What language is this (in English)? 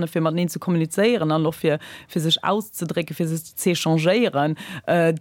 Luxembourgish